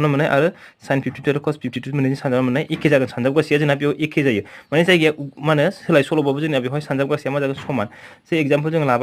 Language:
Bodo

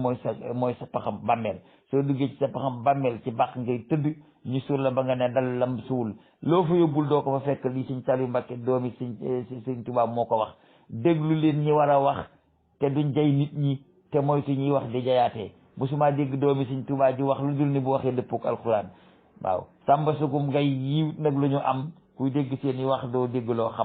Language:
Wolof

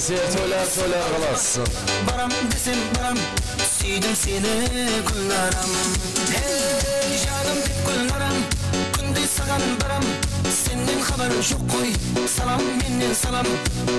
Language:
Kara-Kalpak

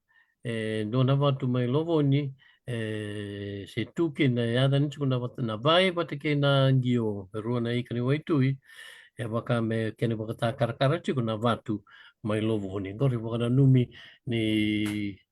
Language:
Fijian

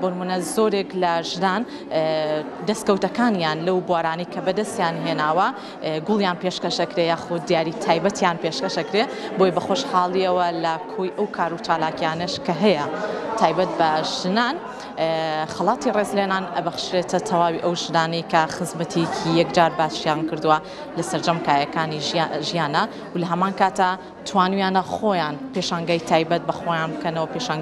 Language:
Central Kurdish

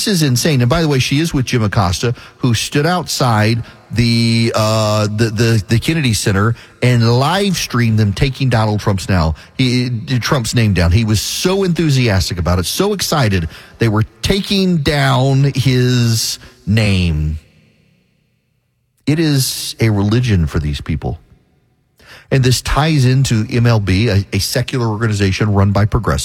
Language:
English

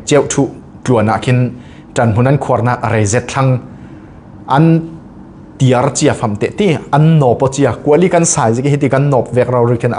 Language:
Falam Chin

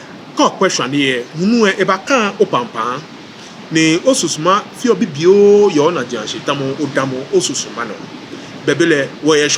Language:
Ga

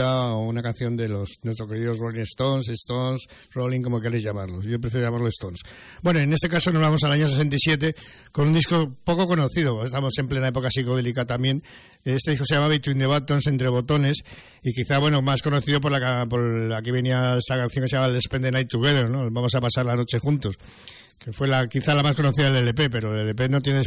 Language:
Spanish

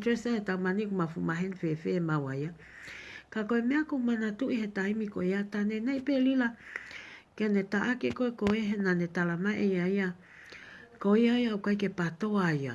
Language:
Tongan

